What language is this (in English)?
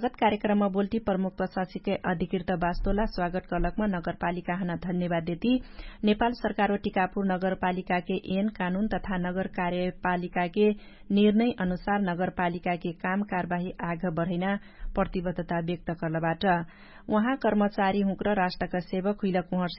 Dangaura Tharu